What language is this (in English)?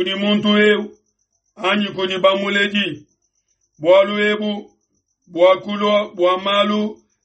Luba-Lulua